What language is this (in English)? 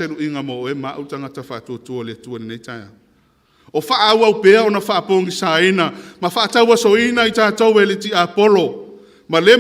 Samoan